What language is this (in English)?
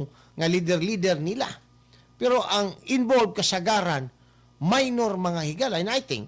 Cebuano